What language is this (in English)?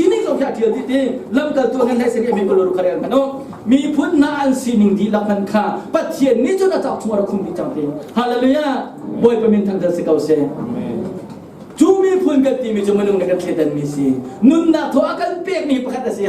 Hakha Chin